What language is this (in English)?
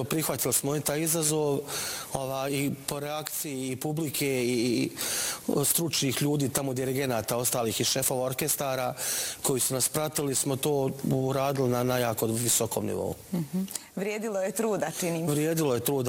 Bosnian